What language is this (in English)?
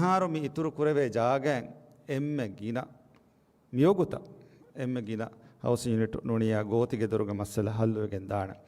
Divehi